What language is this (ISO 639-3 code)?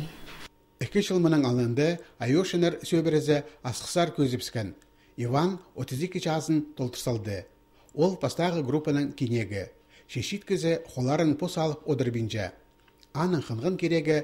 kjh